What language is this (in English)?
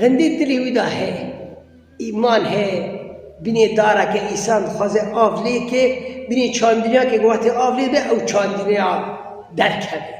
Kurdish